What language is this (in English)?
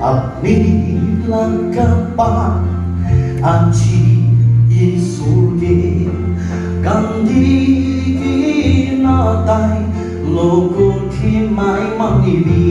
Naga Pidgin